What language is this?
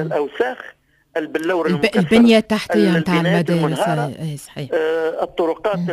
Tunisian Arabic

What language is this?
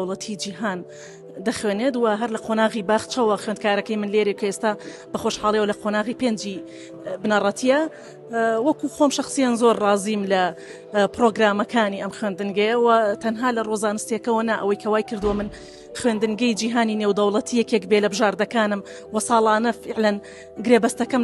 Central Kurdish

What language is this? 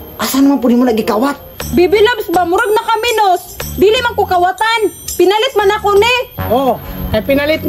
Cebuano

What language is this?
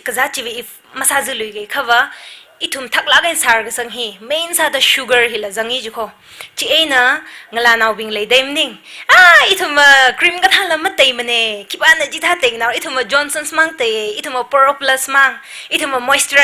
Tangkhul Naga (India)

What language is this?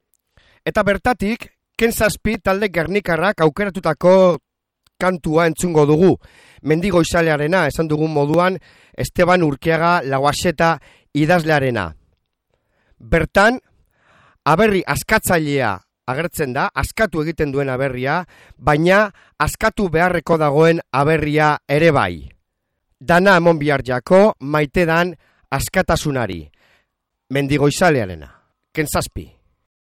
Basque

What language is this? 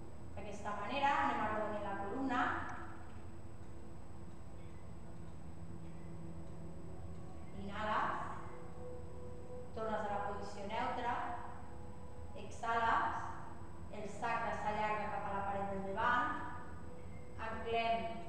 Catalan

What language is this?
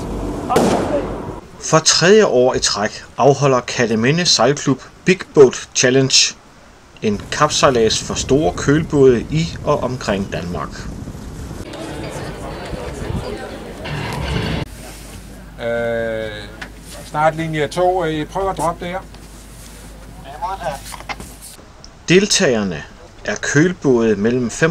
Danish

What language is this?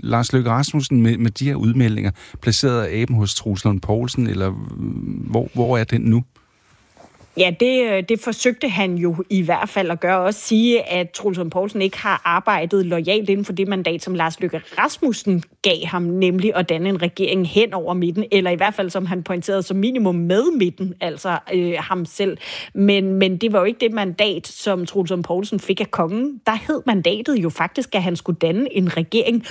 Danish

